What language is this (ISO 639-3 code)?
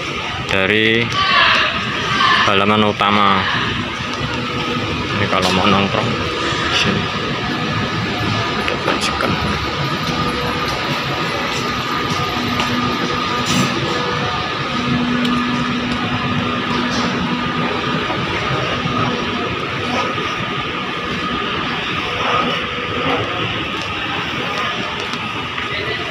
ind